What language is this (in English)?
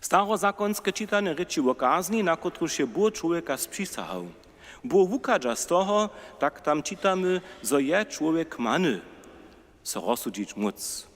Upper Sorbian